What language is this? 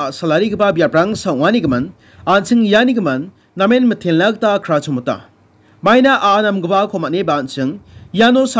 Garo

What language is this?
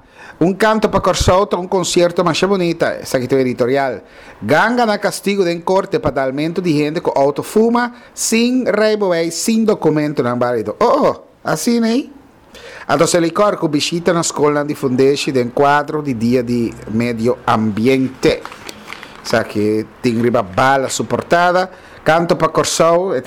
Papiamento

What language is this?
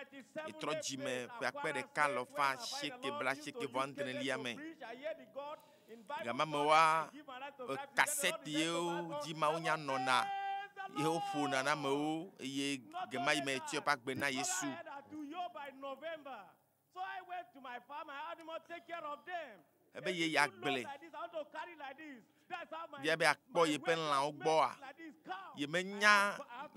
Ewe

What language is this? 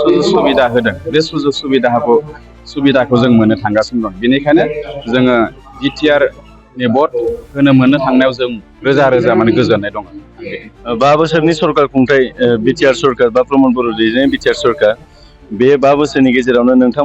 Bodo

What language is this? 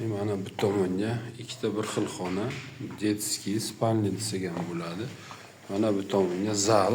Uzbek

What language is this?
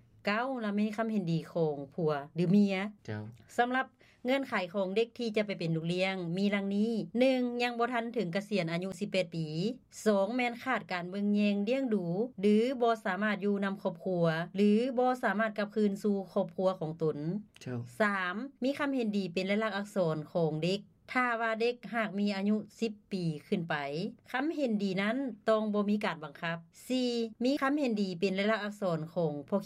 Lao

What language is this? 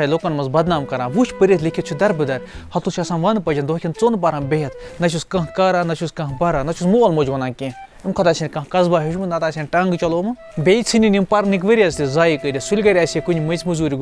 Kashmiri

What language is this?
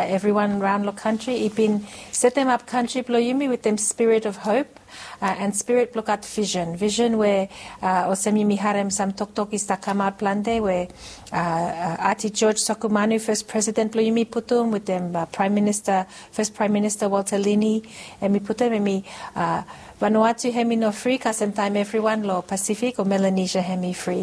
Bislama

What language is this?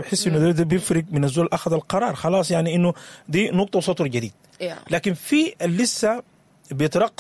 Sudanese Arabic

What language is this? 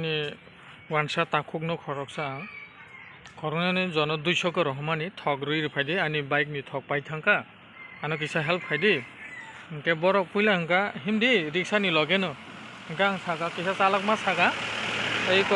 Kok Borok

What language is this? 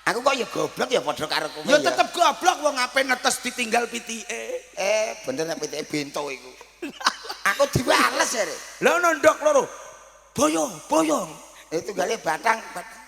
Javanese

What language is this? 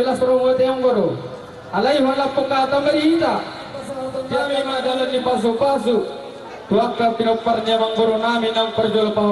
Batak Toba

